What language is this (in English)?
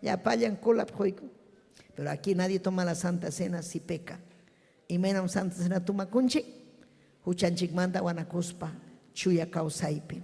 Ayacucho Quechua